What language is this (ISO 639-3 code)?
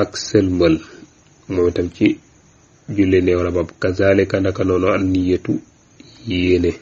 wol